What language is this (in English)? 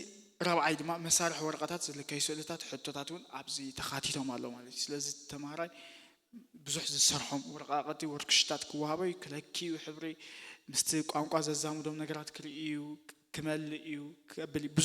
Tigrinya